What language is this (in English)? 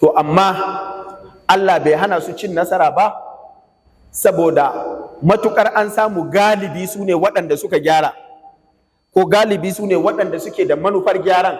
Hausa